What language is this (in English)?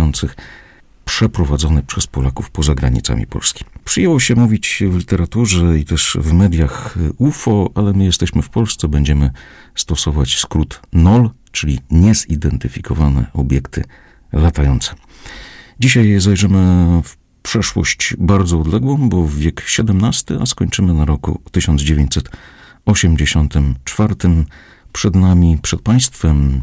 Polish